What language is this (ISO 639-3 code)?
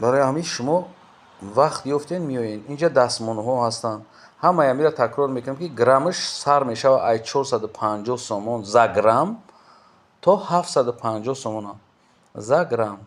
tgk